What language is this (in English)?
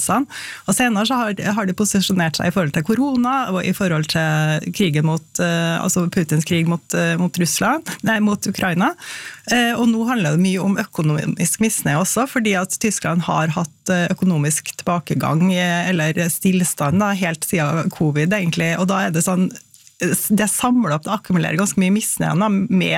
Norwegian